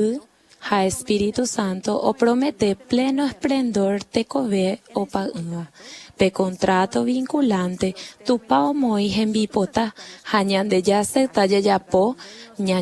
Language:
Guarani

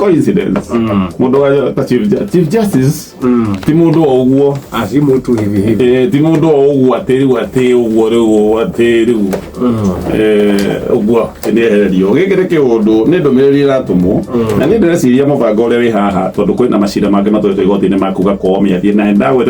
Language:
Kikuyu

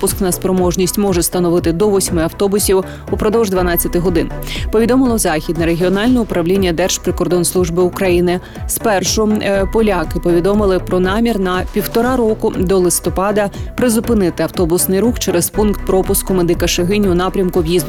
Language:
Ukrainian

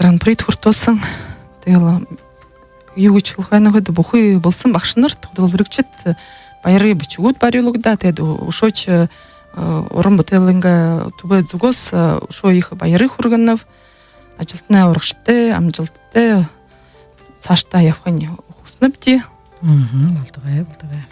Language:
Buriat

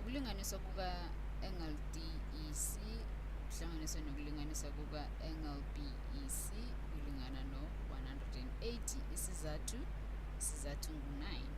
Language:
Zulu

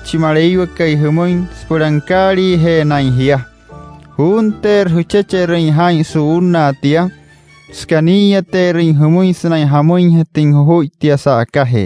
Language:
Wayuu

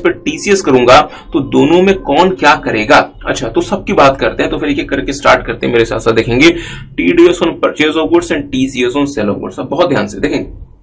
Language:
Hindi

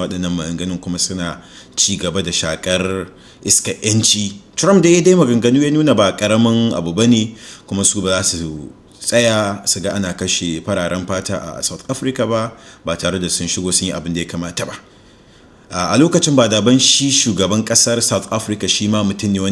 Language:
Hausa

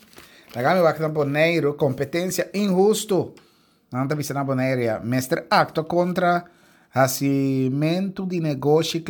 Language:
Papiamento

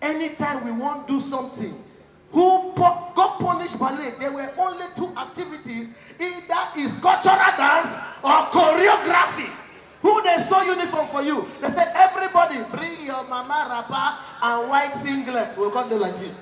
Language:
Nigerian Pidgin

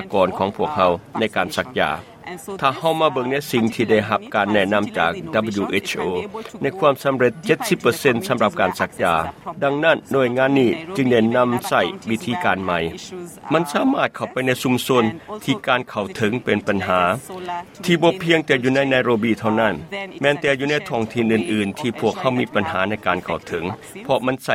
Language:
Lao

